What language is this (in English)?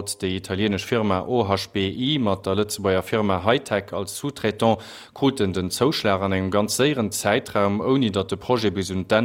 Luxembourgish